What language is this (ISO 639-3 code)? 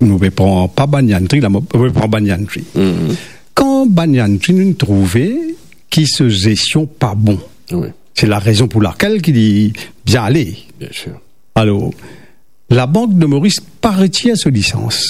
mfe